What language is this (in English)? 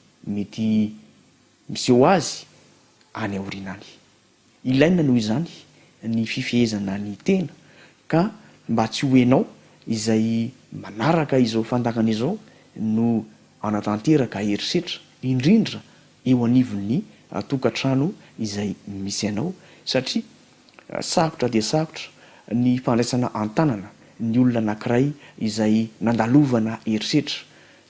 Malagasy